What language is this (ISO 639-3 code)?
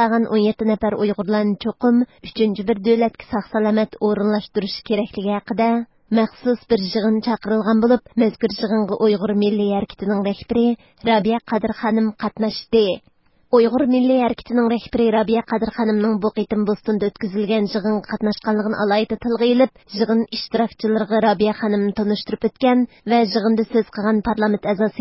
uig